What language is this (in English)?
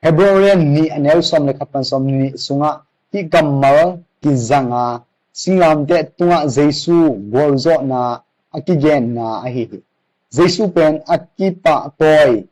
Tedim Chin